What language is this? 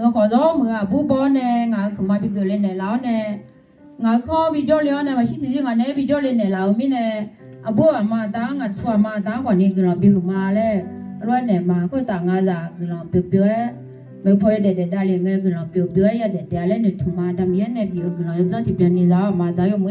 Akha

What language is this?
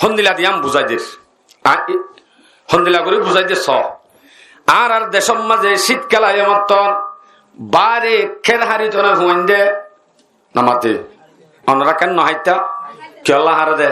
Rohingya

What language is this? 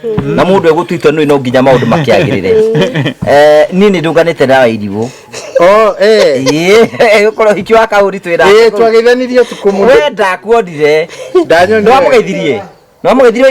Kikuyu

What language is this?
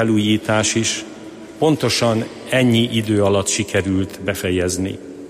Hungarian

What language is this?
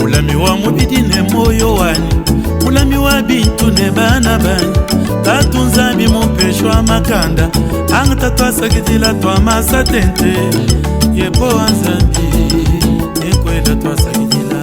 Luba-Lulua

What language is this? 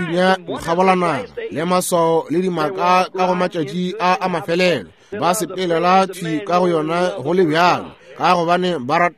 Northern Sotho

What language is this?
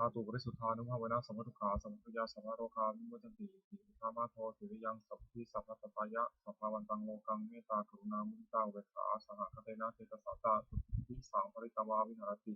Pali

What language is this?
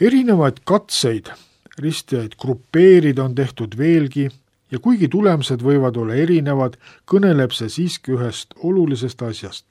Estonian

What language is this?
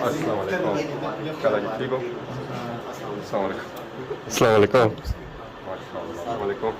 Pahari-Potwari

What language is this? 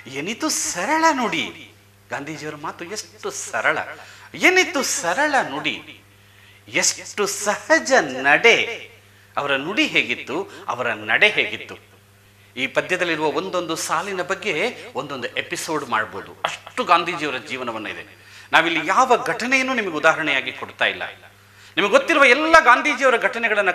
Kannada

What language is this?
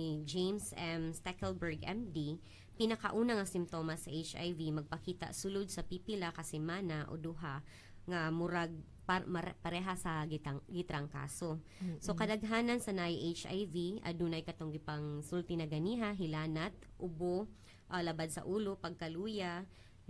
Cebuano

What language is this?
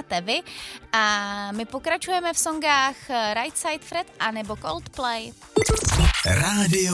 Czech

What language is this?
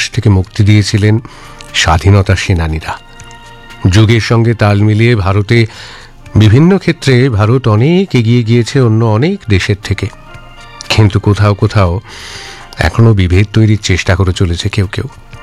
Bangla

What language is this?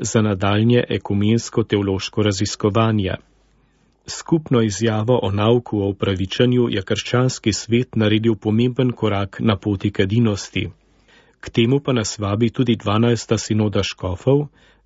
Slovenian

